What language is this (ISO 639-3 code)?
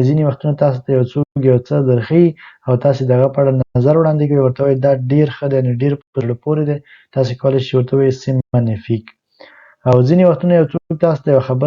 pus